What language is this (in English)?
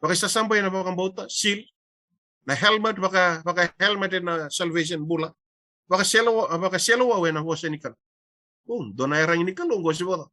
Fijian